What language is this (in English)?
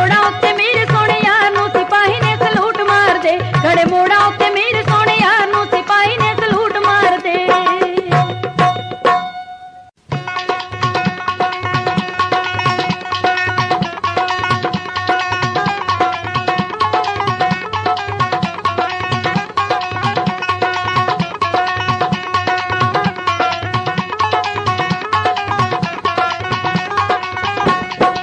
Punjabi